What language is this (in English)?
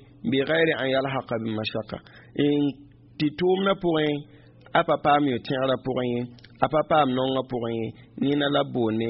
Mossi